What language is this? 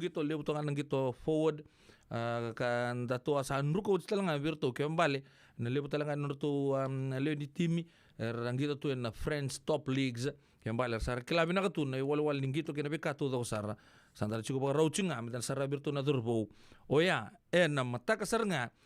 Fijian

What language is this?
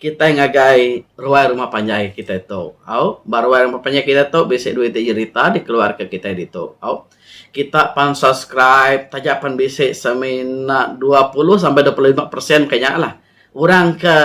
Iban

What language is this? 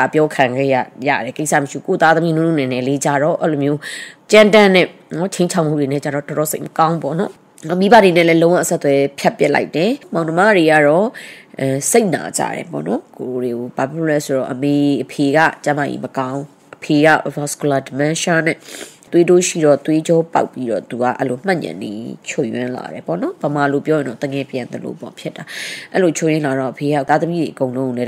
Burmese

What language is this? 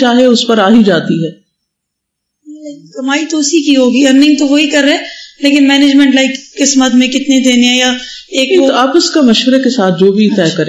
Urdu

